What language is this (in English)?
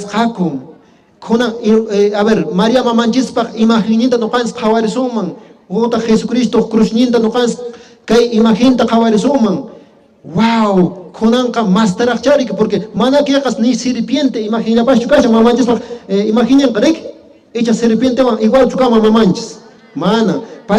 Quechua